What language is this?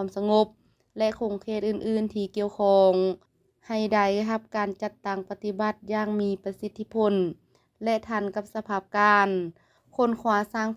Lao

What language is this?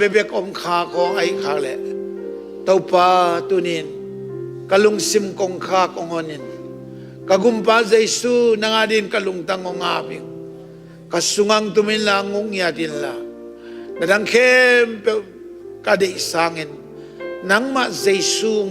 Tedim Chin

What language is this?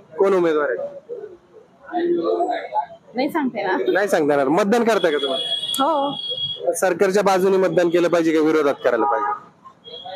Marathi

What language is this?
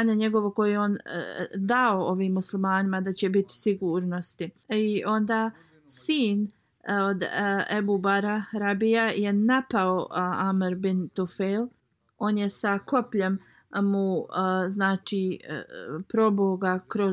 Bosnian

